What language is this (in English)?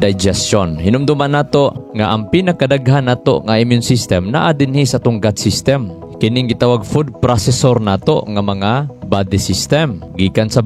Cebuano